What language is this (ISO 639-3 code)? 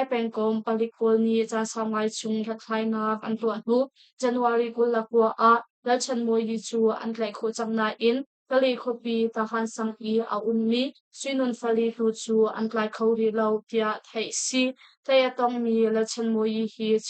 cnh